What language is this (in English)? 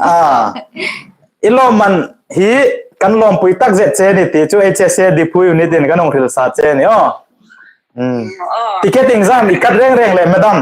Hmar